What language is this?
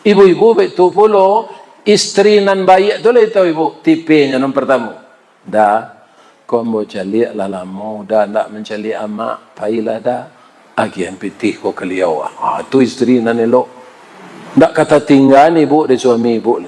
Minangkabau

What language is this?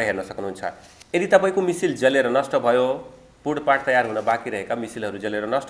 Nepali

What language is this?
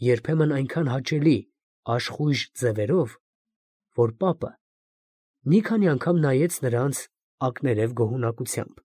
Armenian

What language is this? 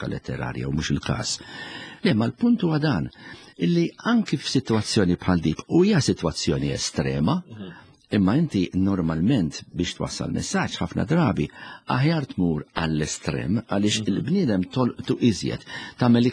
Maltese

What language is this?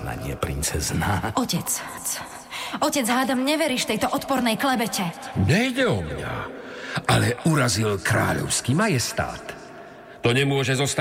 Slovak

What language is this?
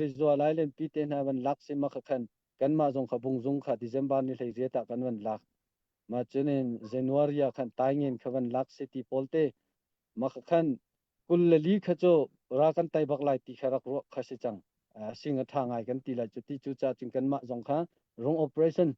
Hakha Chin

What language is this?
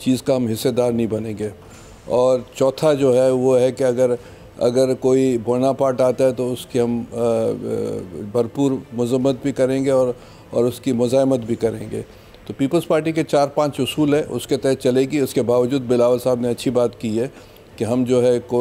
Urdu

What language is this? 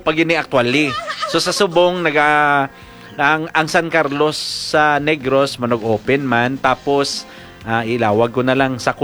Hiligaynon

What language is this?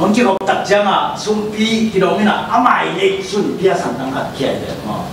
Tedim Chin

